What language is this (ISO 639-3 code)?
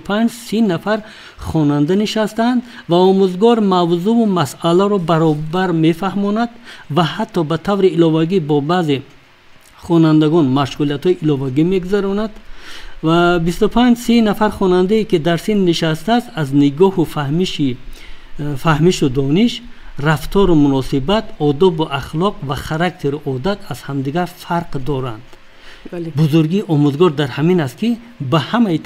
tgk